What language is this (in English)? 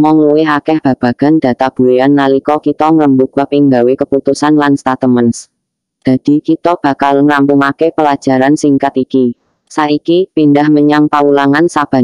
Javanese